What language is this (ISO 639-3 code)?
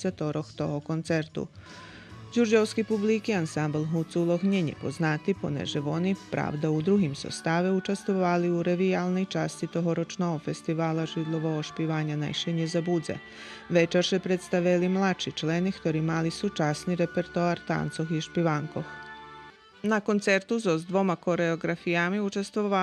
rue